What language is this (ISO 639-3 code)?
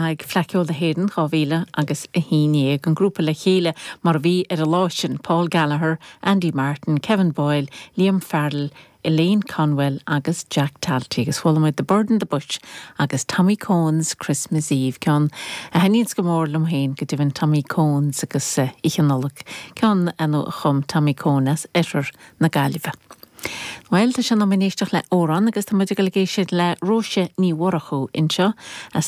gle